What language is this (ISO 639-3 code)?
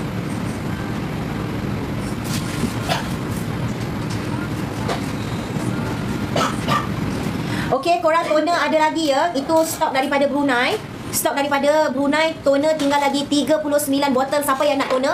msa